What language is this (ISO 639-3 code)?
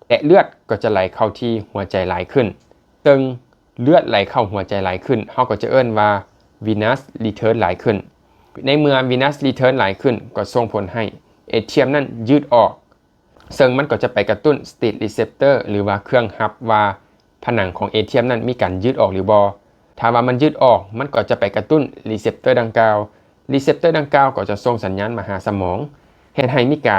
lao